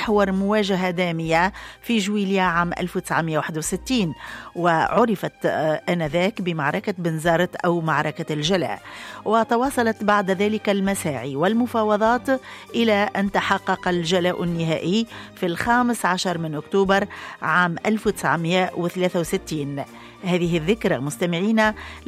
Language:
Arabic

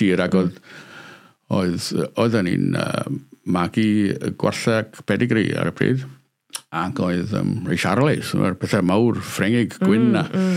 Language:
Welsh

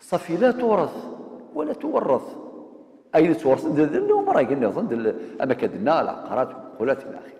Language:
Kabyle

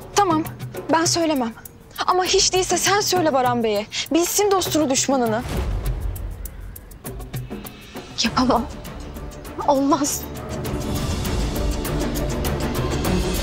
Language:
Turkish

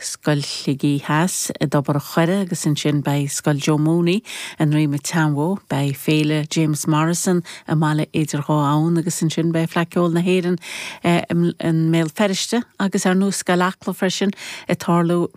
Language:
Irish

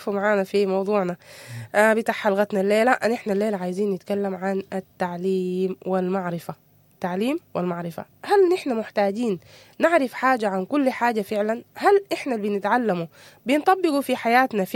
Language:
Sudanese Arabic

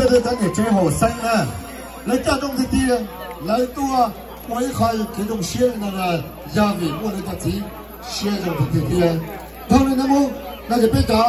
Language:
Hmong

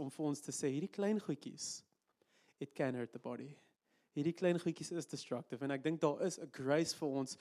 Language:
Afrikaans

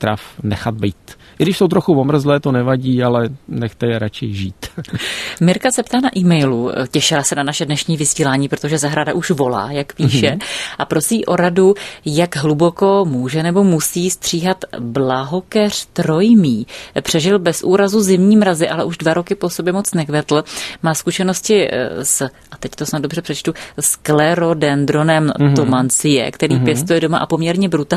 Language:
Czech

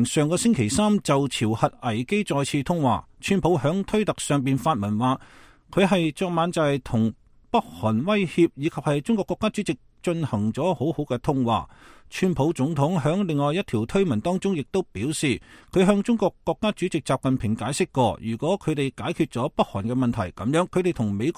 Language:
Cantonese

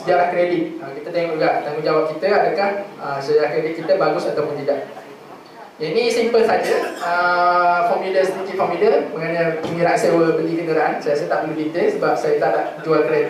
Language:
Malay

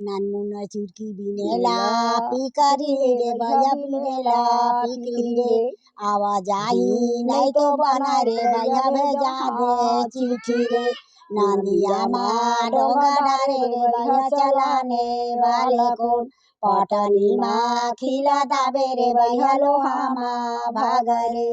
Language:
Chhattisgarhi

